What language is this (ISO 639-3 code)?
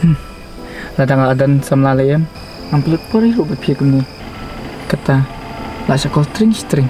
kha